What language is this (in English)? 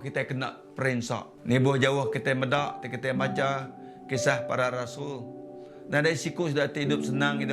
Iban